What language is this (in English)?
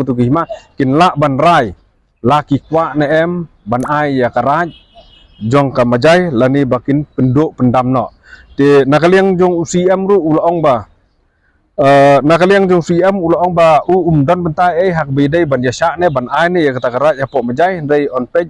Khasi